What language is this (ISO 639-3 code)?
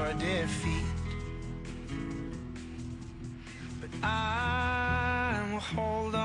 isl